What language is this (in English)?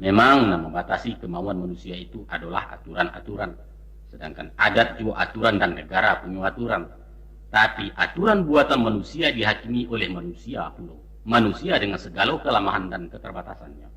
Minangkabau